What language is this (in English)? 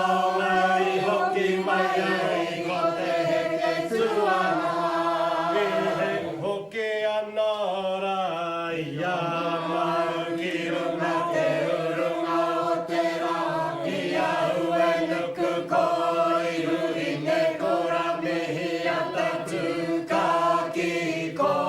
Māori